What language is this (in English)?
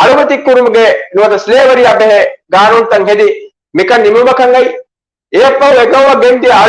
Divehi